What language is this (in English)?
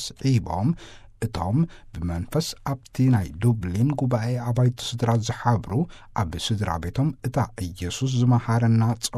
Tigrinya